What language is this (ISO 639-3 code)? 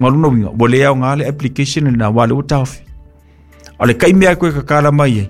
smo